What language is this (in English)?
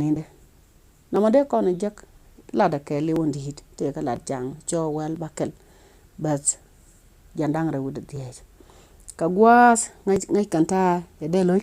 Nuer